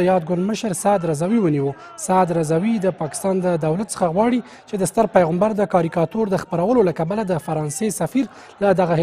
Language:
Pashto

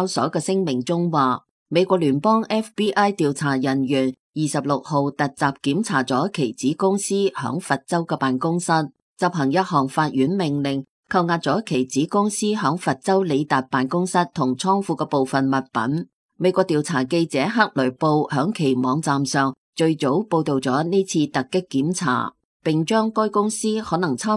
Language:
Cantonese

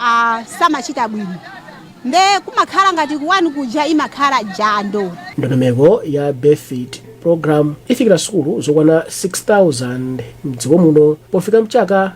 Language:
Nyanja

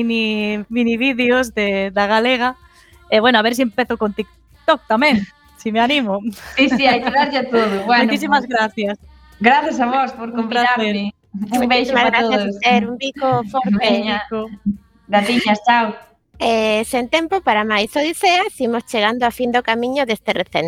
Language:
Galician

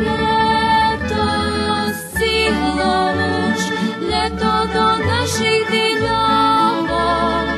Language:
Rusyn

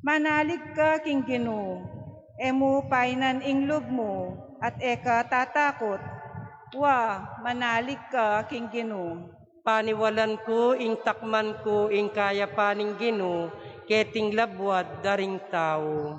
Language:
Pampanga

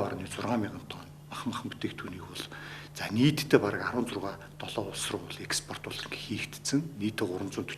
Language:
Mongolian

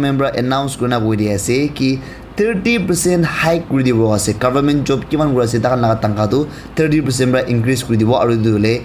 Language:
Naga Pidgin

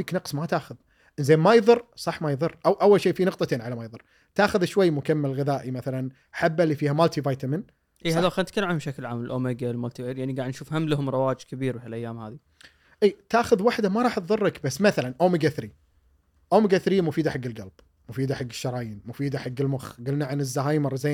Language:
Gulf Arabic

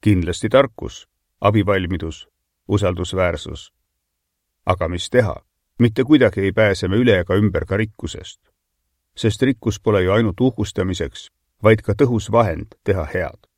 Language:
Estonian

